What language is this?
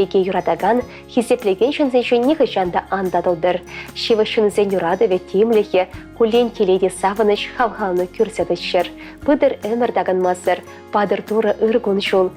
Chuvash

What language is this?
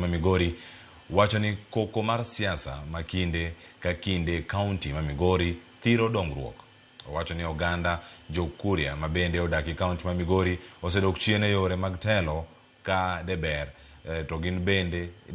Luo (Kenya and Tanzania)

